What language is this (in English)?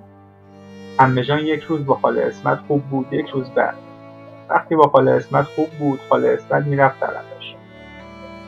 Persian